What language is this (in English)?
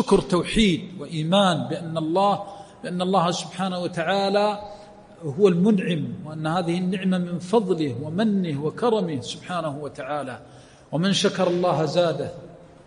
Arabic